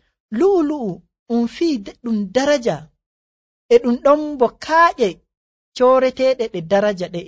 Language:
Nigerian Fulfulde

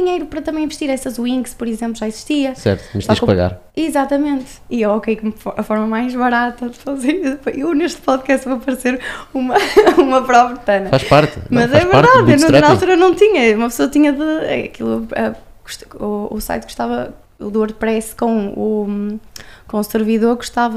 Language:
Portuguese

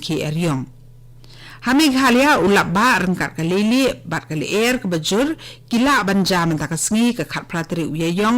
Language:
Khasi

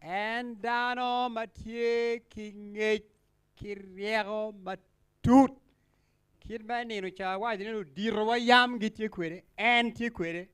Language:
Acoli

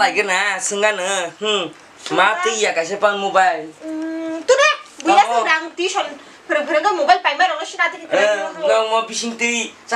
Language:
Kok Borok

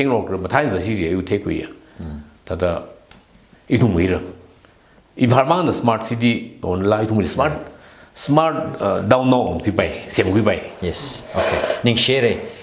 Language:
Tangkhul Naga (India)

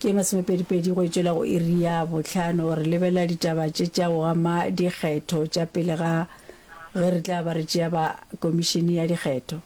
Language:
Northern Sotho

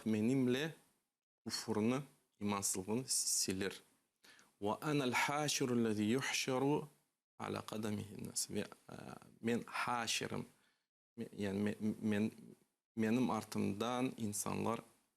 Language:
Crimean Tatar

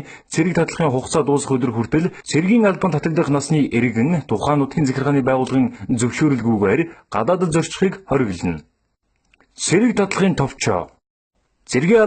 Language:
Mongolian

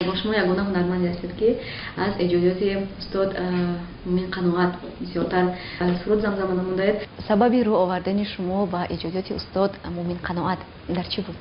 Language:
Tajik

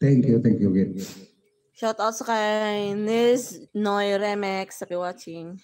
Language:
Hiligaynon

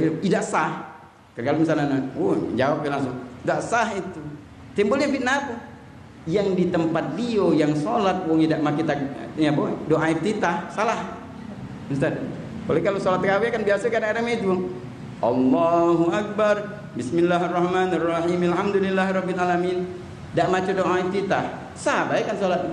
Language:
Musi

